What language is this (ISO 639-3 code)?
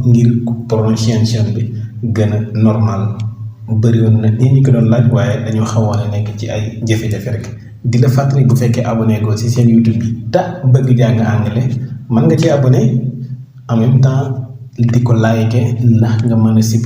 wol